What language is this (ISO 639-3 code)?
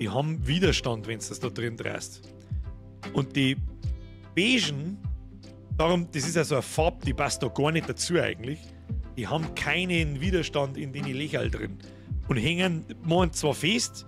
bar